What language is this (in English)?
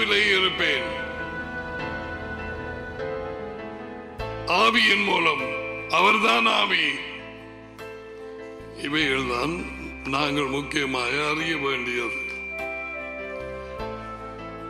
Tamil